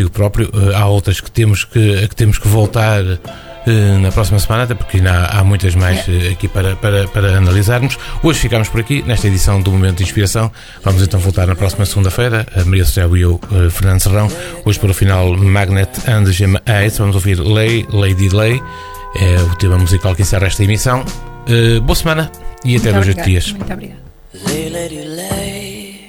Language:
Portuguese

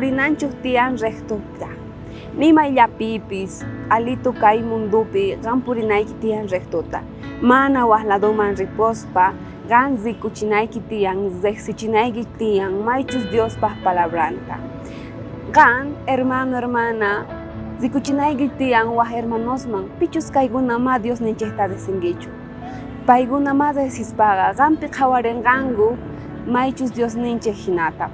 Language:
South Bolivian Quechua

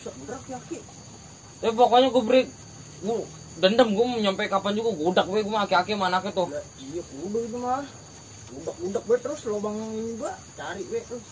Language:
Betawi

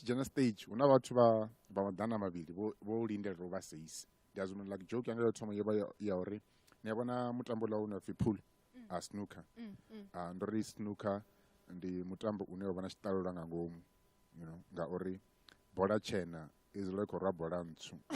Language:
Venda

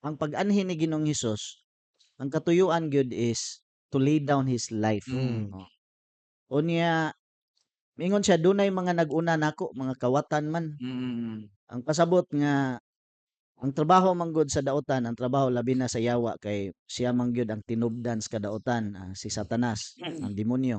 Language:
Cebuano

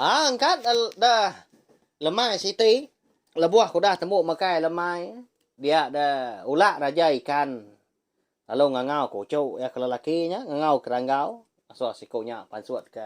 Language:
Iban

